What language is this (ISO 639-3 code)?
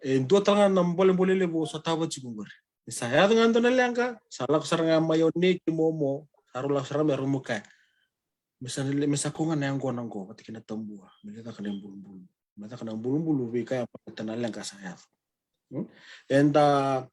fij